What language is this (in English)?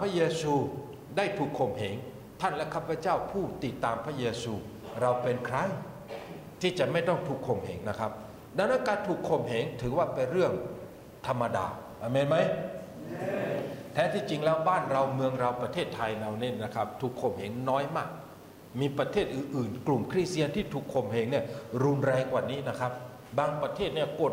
Thai